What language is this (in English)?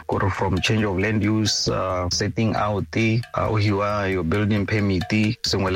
Tswana